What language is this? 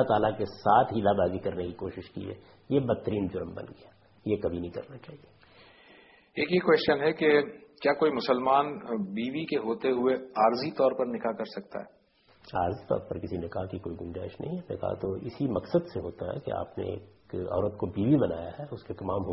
Urdu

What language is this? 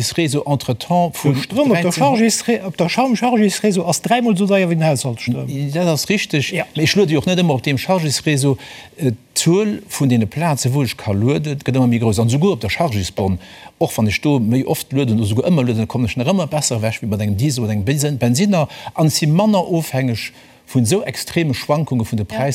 Luxembourgish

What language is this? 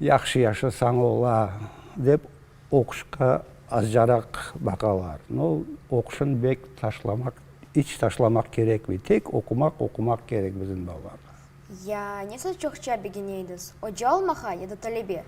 Crimean Tatar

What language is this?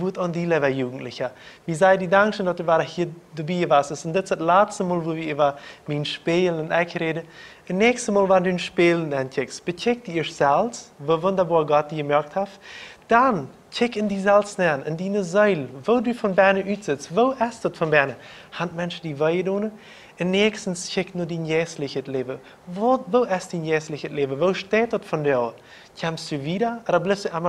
Plautdietsch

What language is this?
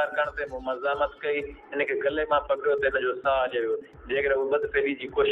Sindhi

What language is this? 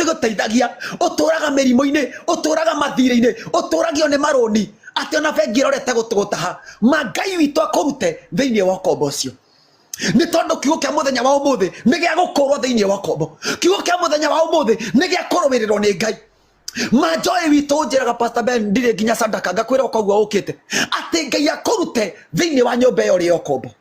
Kikuyu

